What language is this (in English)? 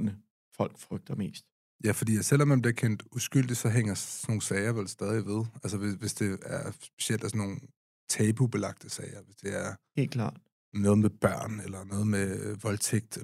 Danish